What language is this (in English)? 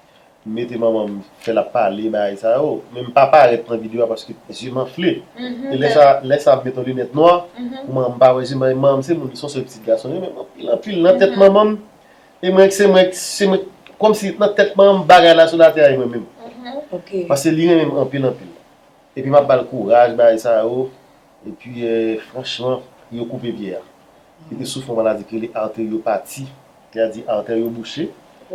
Haitian Creole